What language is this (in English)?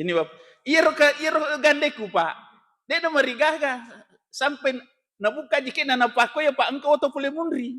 Buginese